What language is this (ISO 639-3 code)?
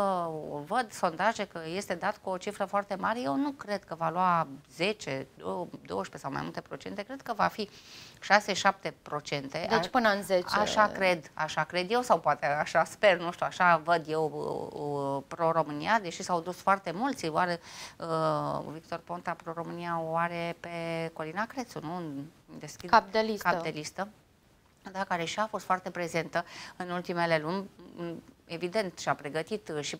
ron